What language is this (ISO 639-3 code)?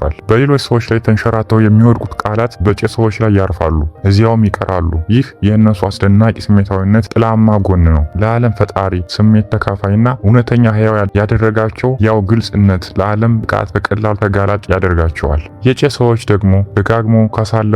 amh